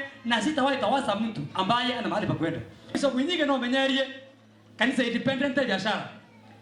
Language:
Meru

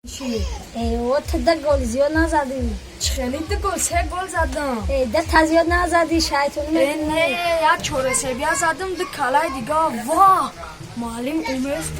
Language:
Tajik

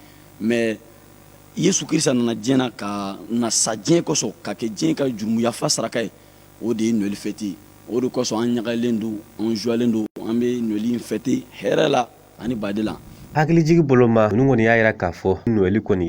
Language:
Bambara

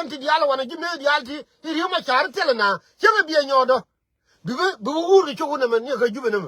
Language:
Nuer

